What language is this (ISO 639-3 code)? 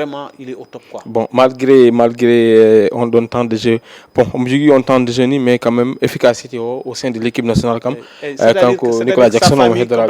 ful